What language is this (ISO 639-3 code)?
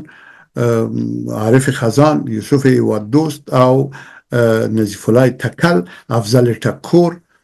pus